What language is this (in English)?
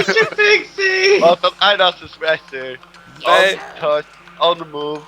Faroese